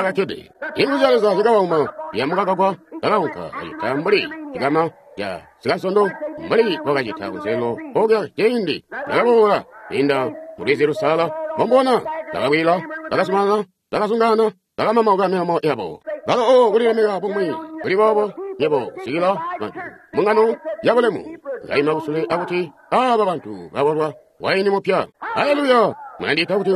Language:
Tonga (Zambia)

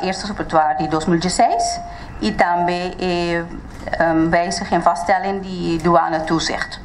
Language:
Papiamento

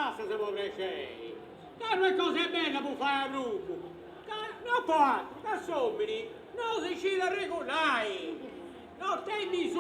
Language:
Sardinian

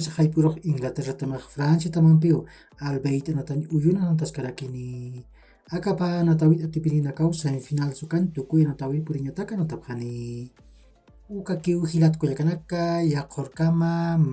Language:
Aymara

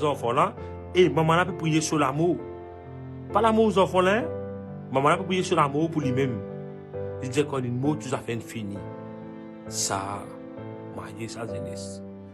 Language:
Morisyen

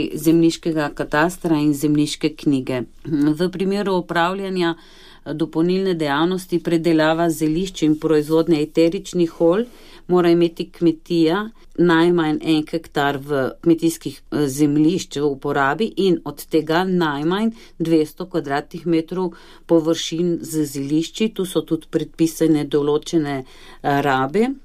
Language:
Slovenian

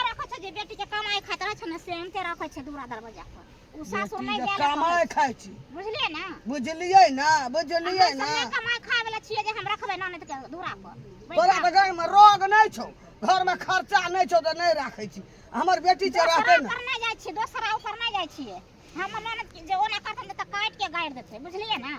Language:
Maithili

